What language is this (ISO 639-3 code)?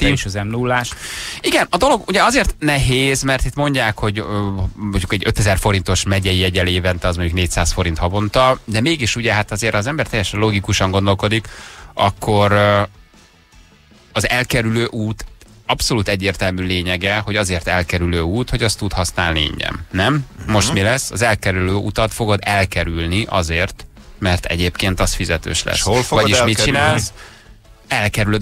hun